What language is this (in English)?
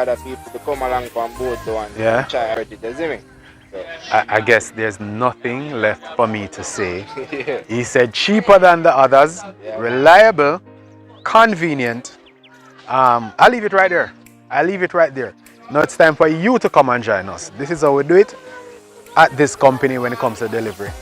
Jamaican Creole English